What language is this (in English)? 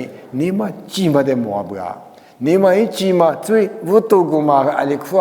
Lisu